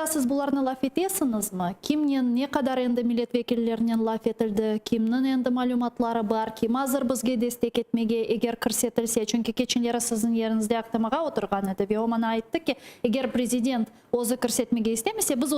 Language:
Crimean Tatar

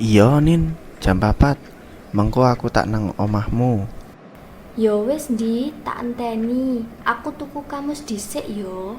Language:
Javanese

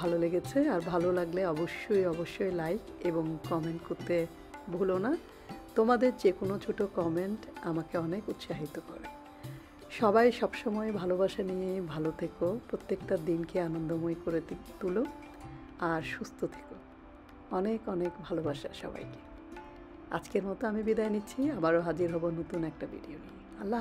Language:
Bangla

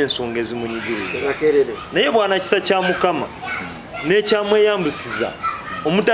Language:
Ganda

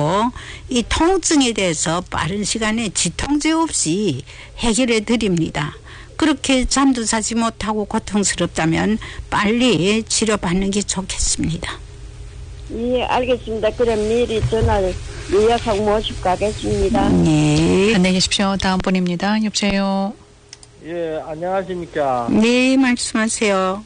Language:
Korean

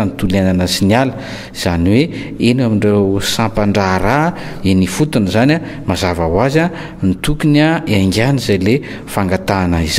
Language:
Malagasy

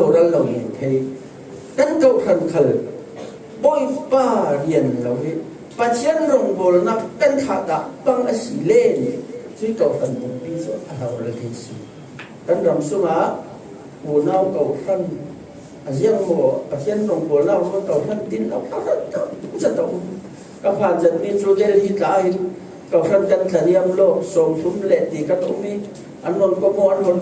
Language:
Falam Chin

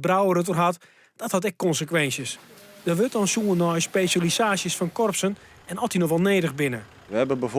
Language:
Western Frisian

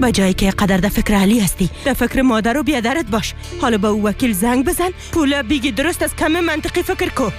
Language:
Persian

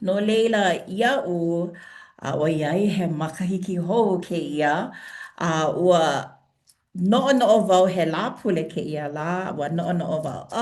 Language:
Hawaiian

